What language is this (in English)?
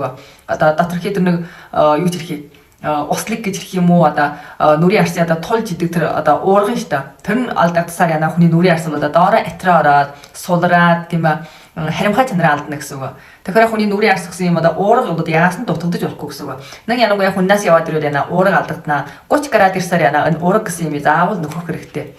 Mongolian